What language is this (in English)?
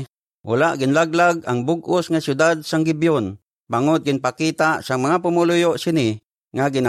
Hiligaynon